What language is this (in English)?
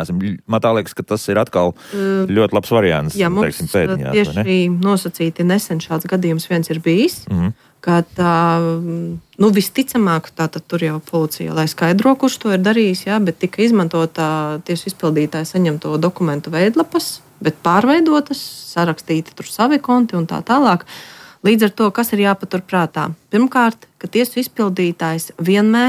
Latvian